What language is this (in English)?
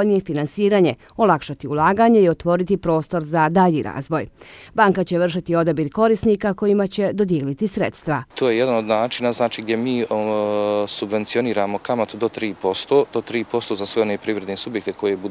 Bosnian